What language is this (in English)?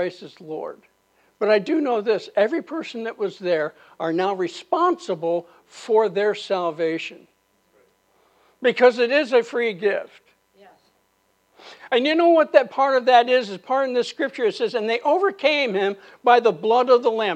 English